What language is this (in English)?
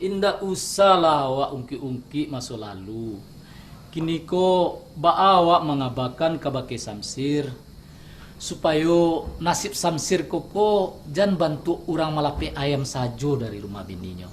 Minangkabau